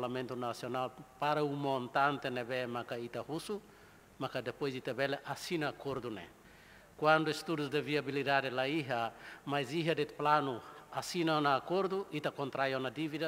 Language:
Tetum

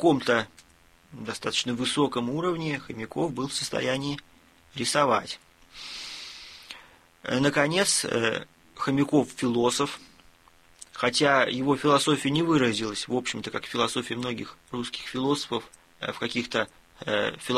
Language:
Russian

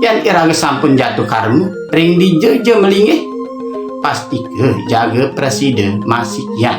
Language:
Balinese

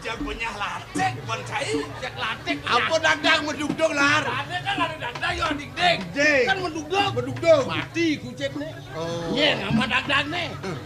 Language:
Balinese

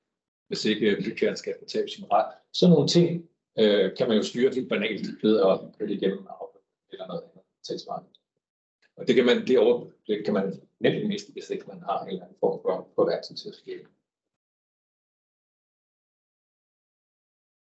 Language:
Danish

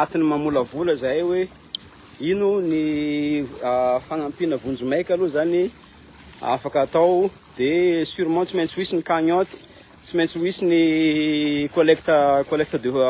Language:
Malagasy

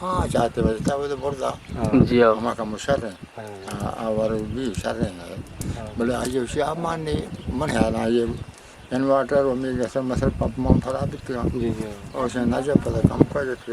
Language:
Eastern Balochi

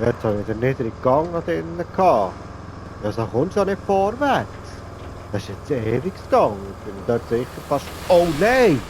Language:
Swiss German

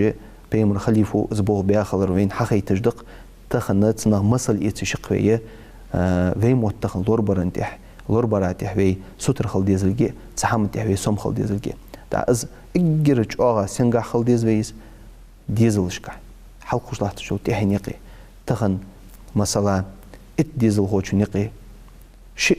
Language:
Ingush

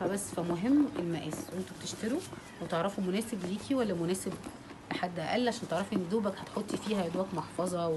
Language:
Egyptian Arabic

